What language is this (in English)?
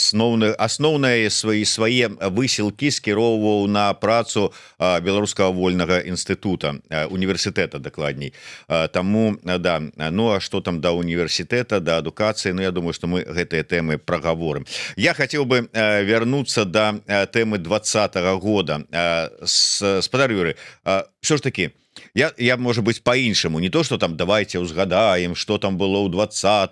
Belarusian